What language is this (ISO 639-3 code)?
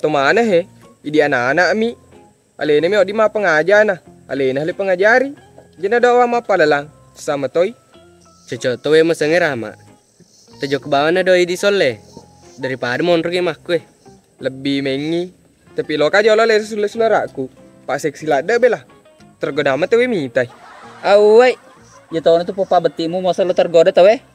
bug